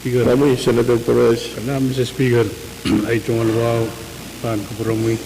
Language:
Pohnpeian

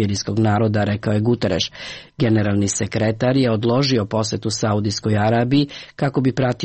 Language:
Serbian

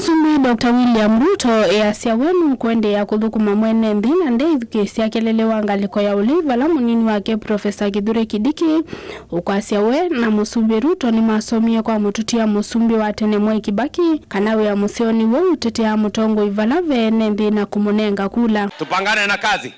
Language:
Kamba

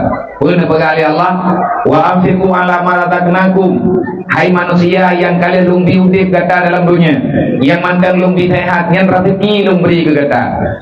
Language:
Achinese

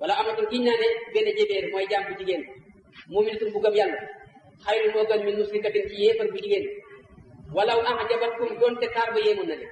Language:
Wolof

